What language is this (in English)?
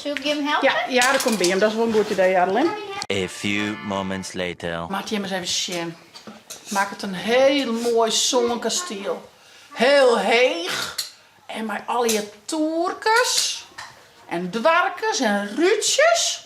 Western Frisian